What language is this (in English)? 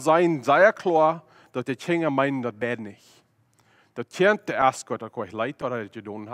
Plautdietsch